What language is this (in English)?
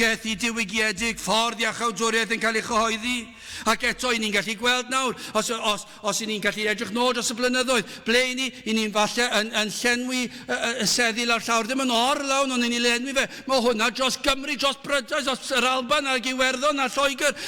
Welsh